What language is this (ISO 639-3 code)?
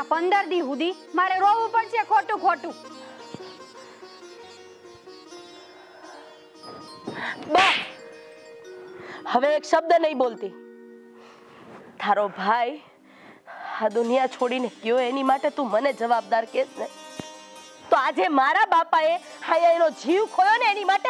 guj